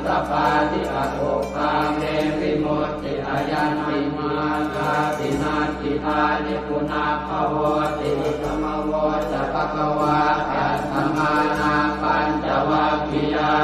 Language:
Pali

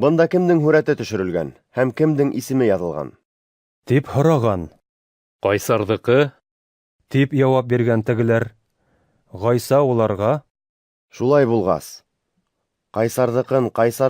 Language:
Bashkir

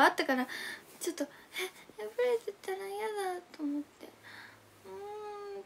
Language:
Japanese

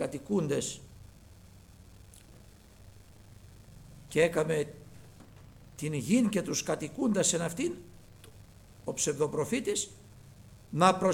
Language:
Greek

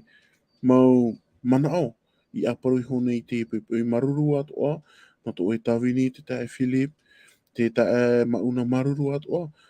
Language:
Tahitian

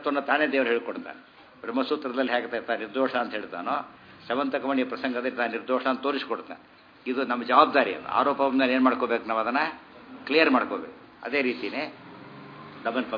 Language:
Kannada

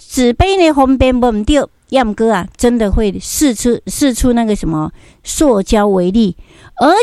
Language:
Min Nan Chinese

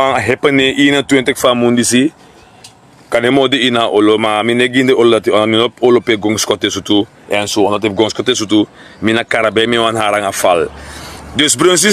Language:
Sranan Tongo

